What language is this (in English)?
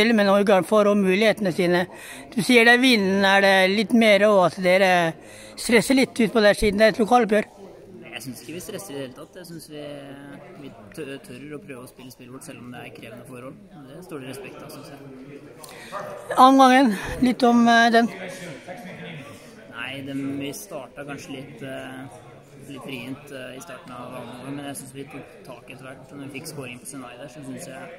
Norwegian